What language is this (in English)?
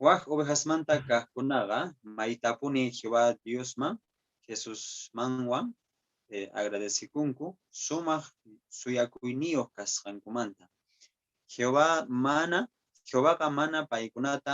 Quechua